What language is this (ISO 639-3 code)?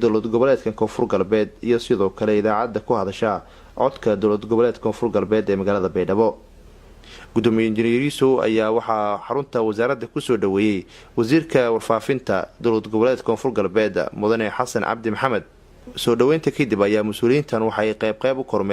som